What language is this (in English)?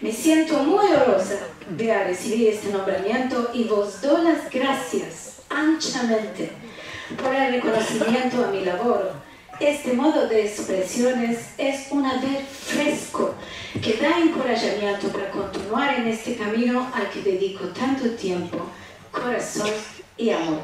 Ladino